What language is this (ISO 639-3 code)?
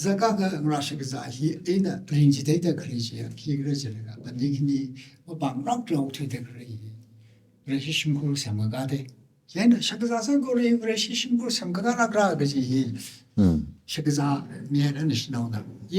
nmf